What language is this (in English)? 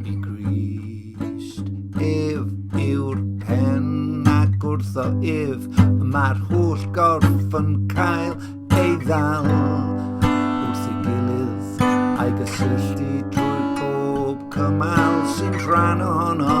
Welsh